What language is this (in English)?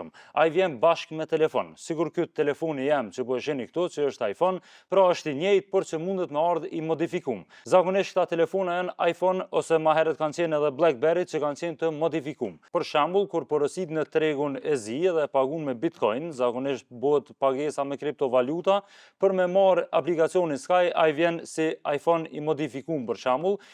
Albanian